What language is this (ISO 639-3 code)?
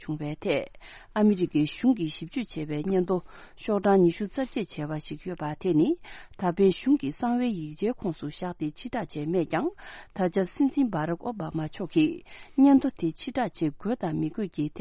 bod